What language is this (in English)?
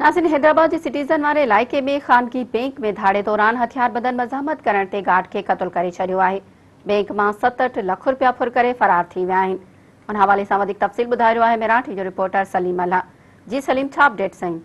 Sindhi